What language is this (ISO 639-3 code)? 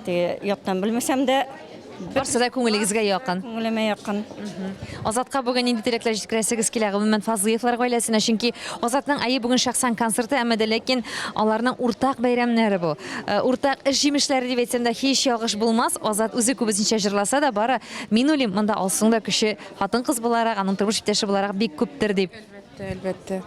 tat